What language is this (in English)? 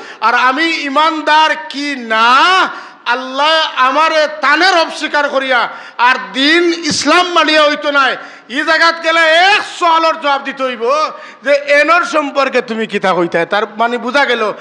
Sylheti